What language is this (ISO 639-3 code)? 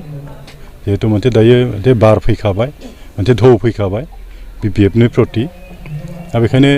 brx